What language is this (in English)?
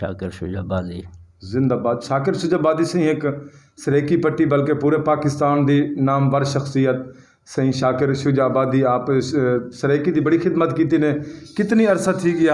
Saraiki